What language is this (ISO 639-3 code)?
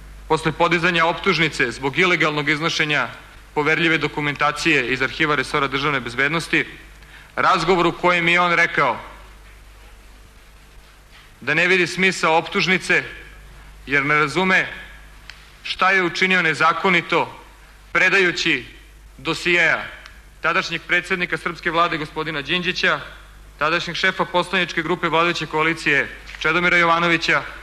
srp